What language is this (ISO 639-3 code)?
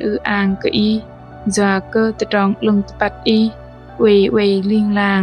bdq